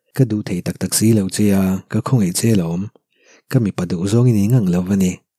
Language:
Mizo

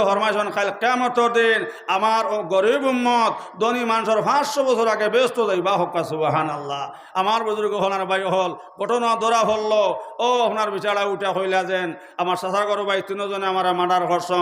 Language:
Sylheti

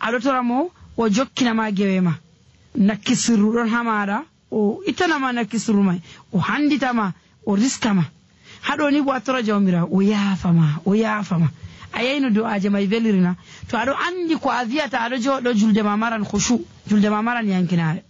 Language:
Nigerian Fulfulde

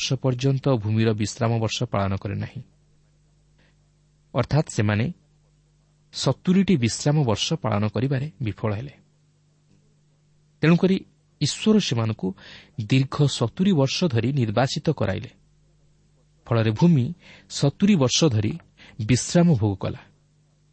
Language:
Odia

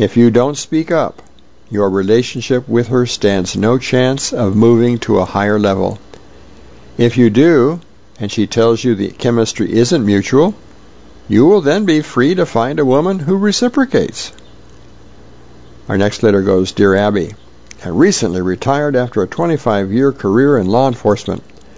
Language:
English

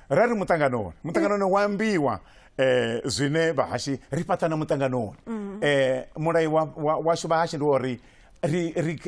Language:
Venda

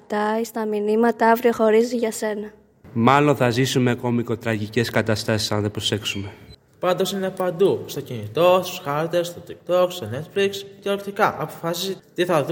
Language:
Greek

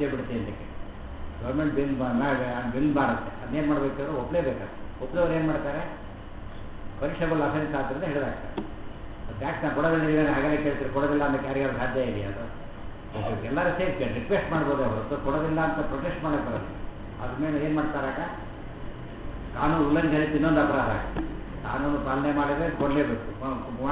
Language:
Kannada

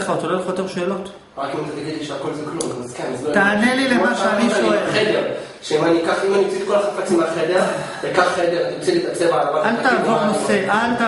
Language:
Hebrew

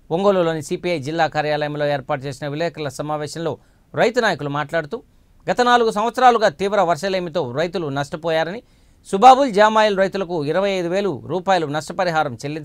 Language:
Telugu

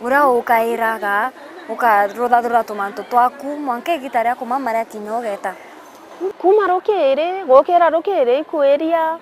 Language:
Meru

